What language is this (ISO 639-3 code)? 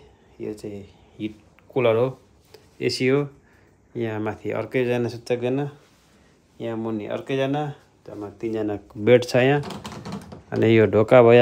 nep